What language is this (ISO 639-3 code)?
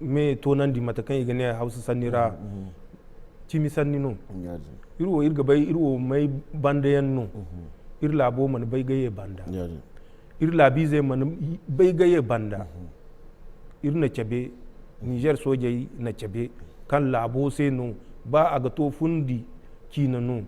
dje